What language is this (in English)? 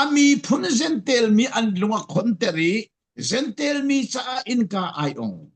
Falam Chin